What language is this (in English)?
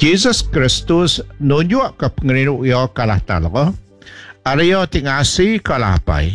Iban